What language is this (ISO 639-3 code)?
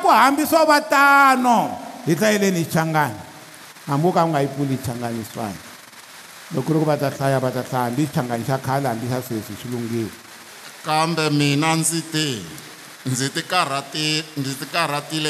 tso